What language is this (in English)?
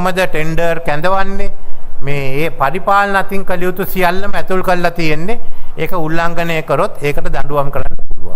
Sinhala